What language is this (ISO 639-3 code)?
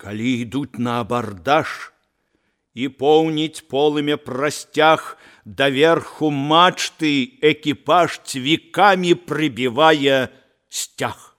bel